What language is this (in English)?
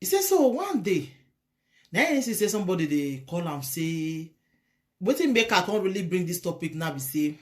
Nigerian Pidgin